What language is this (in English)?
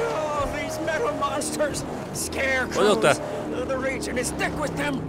Bavarian